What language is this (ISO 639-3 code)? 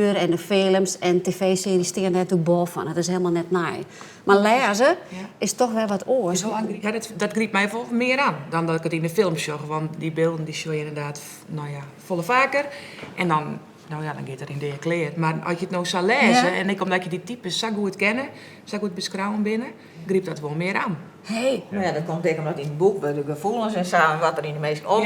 fry